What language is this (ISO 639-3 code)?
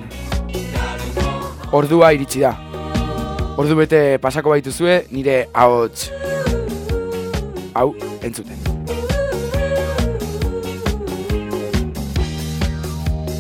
eus